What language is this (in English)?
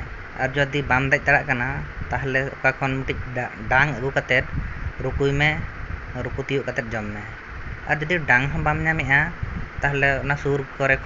Santali